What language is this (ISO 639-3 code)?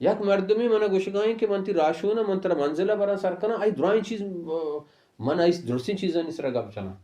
bal